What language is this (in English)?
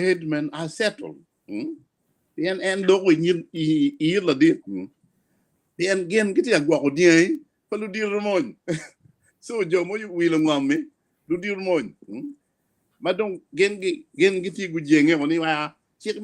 Acoli